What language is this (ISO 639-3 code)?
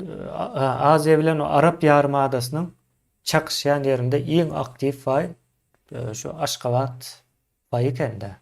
tuk